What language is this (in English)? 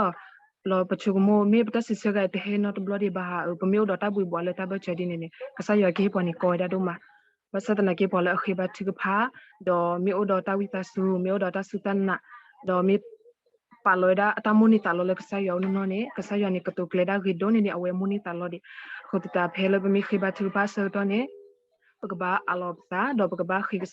S'gaw Karen